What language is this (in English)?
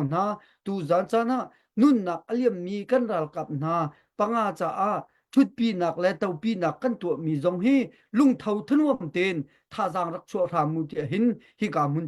Hakha Chin